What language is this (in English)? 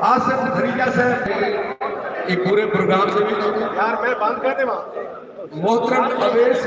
Saraiki